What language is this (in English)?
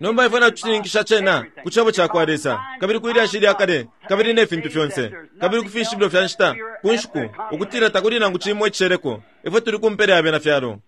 Bemba